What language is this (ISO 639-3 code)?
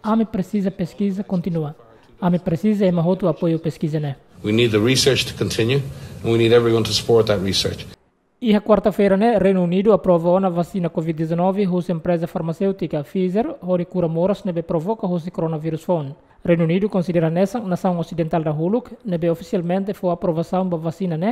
tet